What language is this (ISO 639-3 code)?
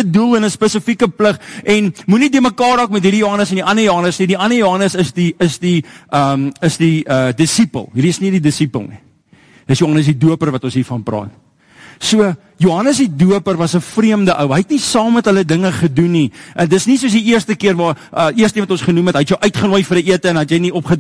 afr